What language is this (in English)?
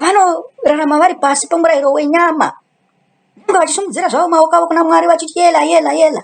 Shona